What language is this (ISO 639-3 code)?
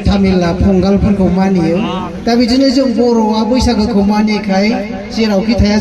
brx